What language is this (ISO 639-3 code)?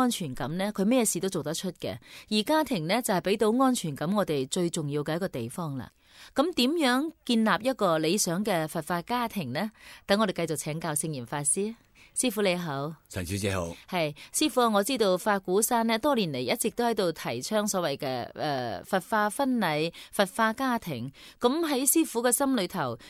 yue